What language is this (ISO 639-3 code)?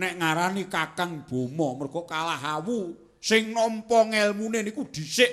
jav